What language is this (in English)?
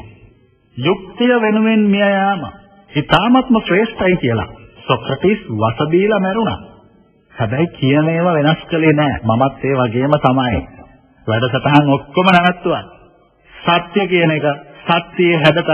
Sinhala